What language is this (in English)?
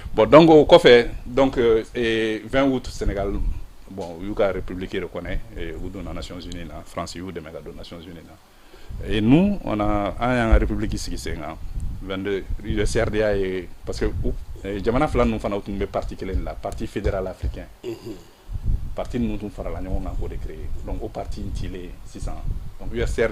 Bambara